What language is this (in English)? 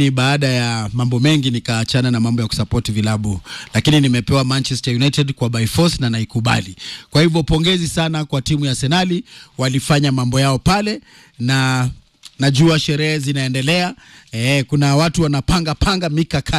Swahili